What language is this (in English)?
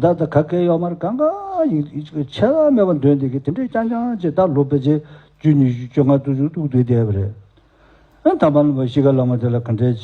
Tibetan